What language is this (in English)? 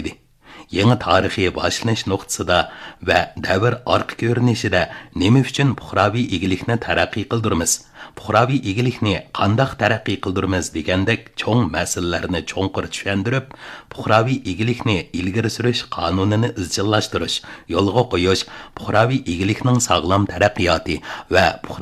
Uyghur